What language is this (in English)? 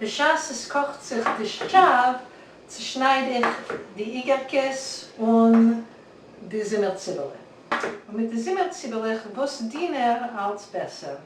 Yiddish